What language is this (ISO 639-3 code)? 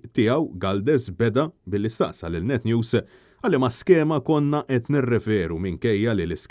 mlt